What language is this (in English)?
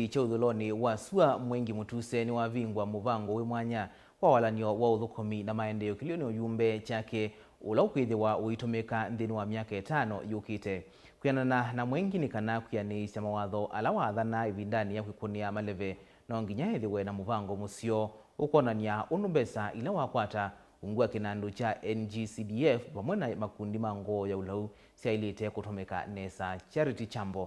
Kamba